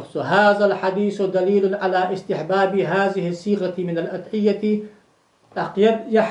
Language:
Ingush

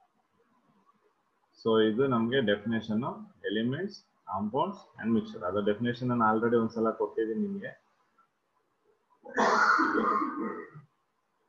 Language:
Kannada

